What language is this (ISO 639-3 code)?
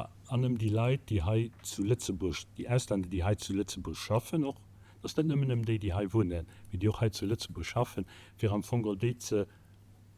ltz